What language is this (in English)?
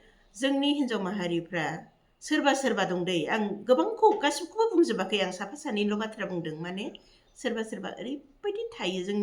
Bodo